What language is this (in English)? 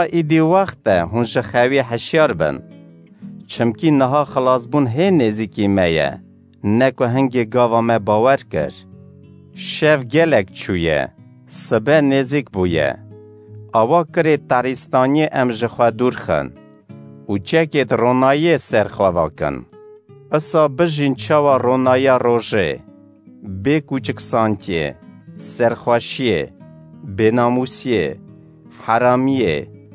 Kurdish